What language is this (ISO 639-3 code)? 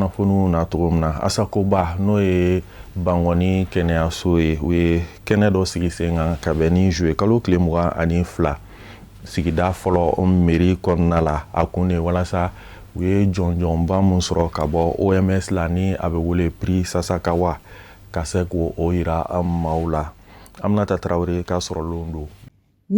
bam